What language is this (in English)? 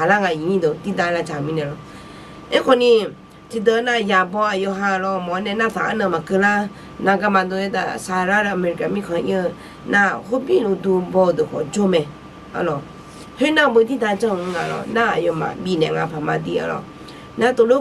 Akha